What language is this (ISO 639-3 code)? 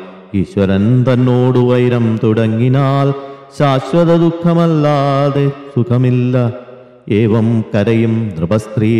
mal